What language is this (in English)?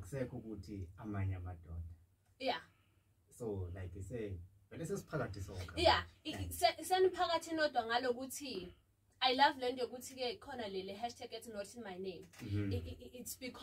Zulu